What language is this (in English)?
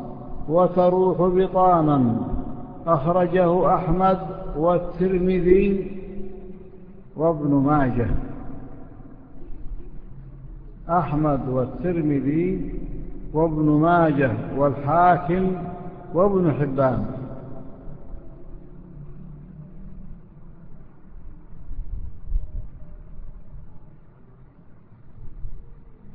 Arabic